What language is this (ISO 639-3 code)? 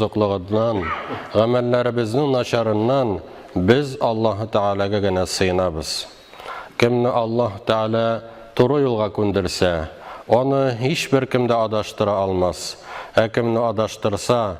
tat